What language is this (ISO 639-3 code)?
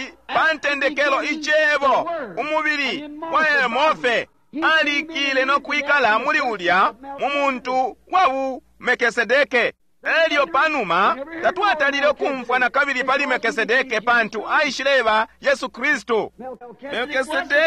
bem